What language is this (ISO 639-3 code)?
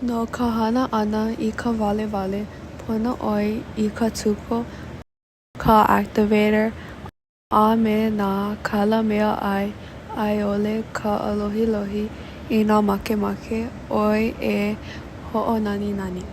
haw